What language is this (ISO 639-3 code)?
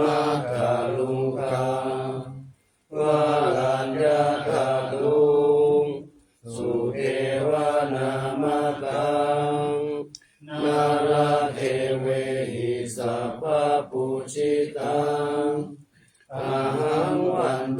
pli